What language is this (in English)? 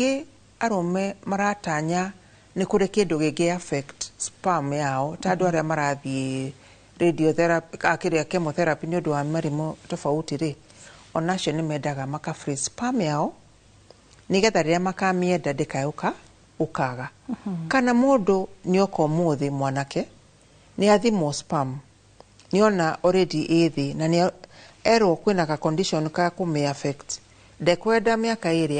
Kikuyu